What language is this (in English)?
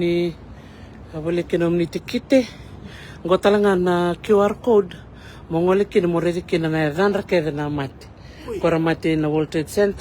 Fijian